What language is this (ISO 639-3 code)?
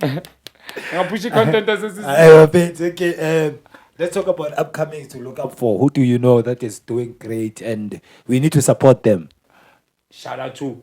zul